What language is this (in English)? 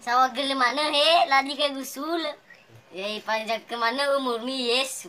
Nias